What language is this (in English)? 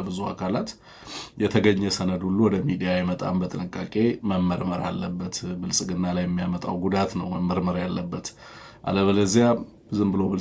Amharic